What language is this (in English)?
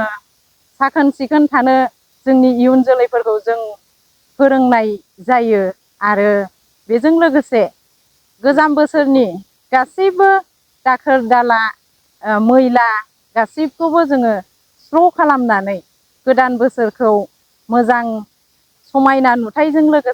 Bodo